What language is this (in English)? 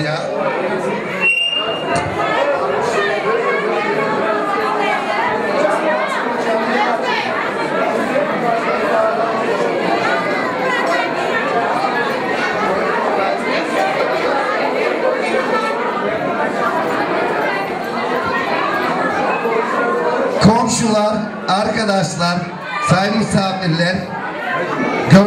Turkish